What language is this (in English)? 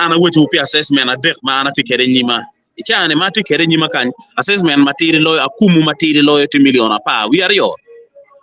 Acoli